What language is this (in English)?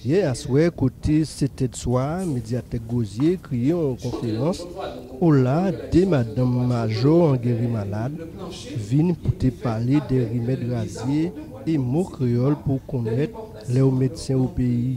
Guadeloupean Creole French